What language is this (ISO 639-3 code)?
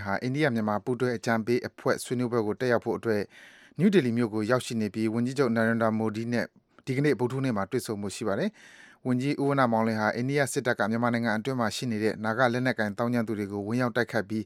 mya